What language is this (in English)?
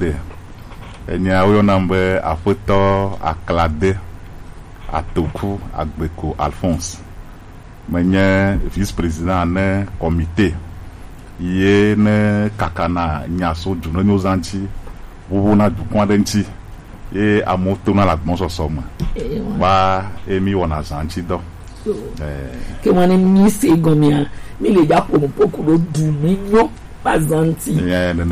Gen